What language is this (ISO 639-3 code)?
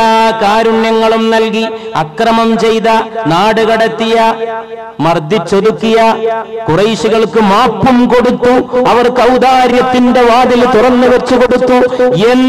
mal